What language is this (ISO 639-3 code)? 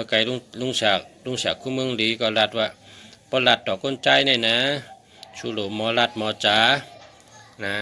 shn